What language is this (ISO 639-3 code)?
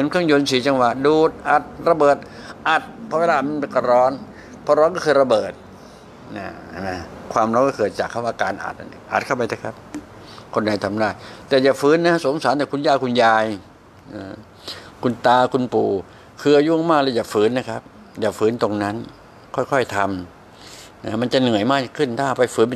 tha